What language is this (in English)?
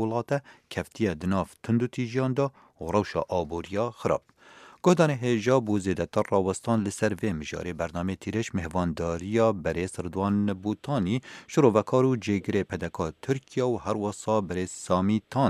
Kurdish